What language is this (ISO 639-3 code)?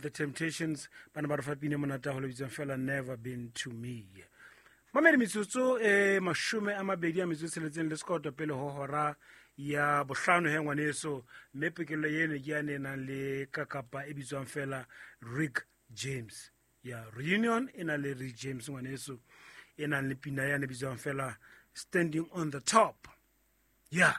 sot